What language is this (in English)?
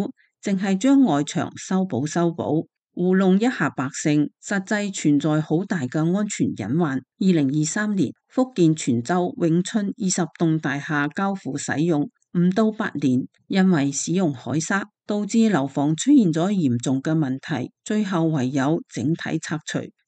Cantonese